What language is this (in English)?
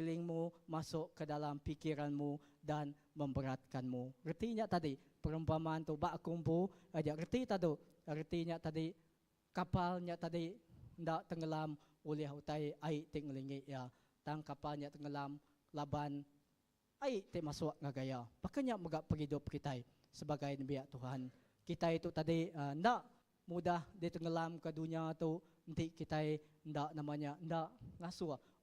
Iban